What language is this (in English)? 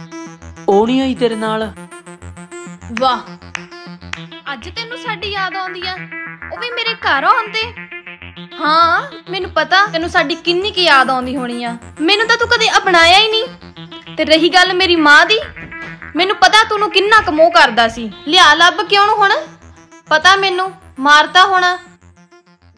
Punjabi